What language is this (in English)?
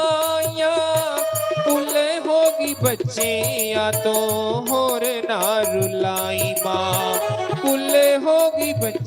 Dogri